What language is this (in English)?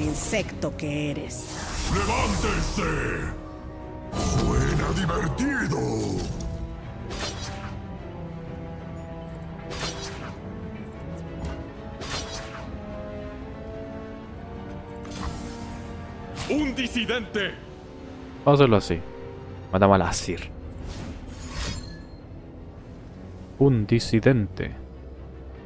Spanish